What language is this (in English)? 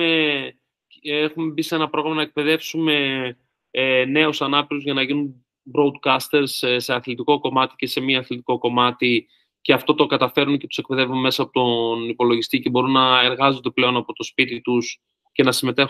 Greek